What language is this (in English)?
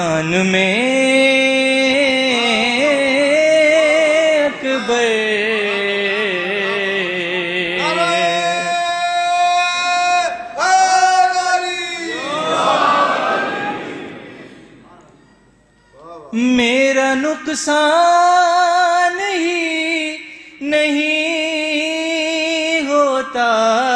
Urdu